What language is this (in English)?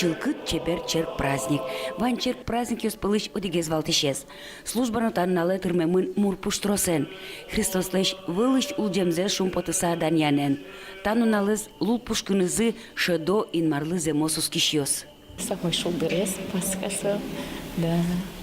Udmurt